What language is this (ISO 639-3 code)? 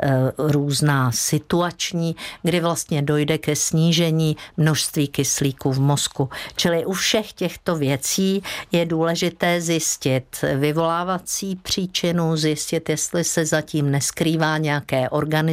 ces